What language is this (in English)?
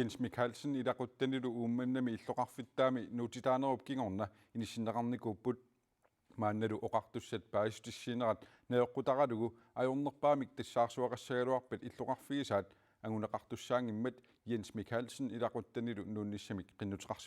Kalaallisut